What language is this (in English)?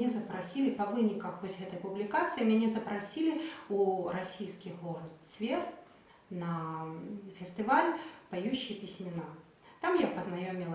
Belarusian